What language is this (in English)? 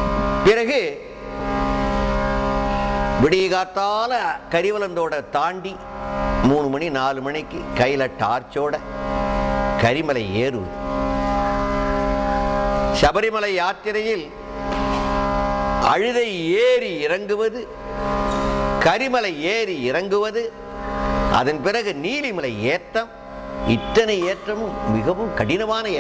Tamil